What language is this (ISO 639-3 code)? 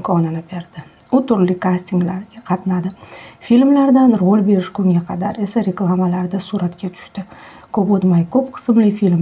uzb